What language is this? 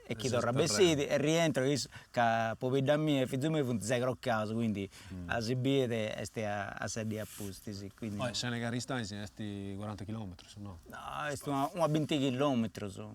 Sardinian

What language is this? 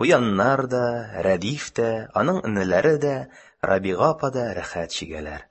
Tatar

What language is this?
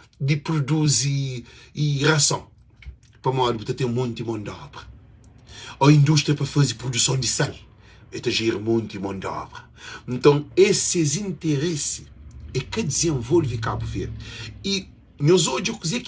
Kabuverdianu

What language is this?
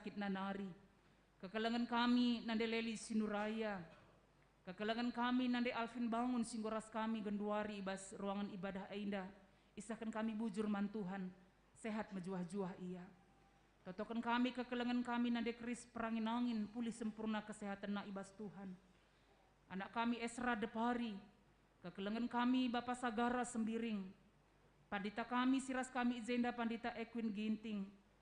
Batak Karo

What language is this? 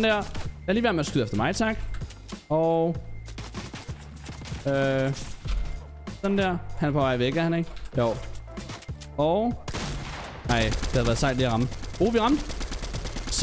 Danish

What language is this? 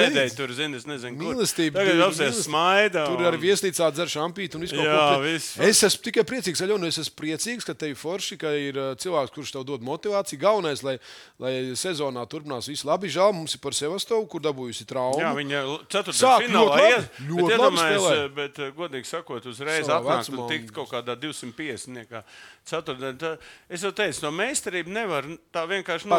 Latvian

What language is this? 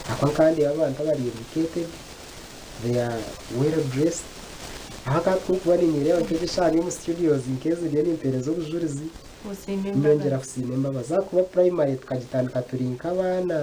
Nyankole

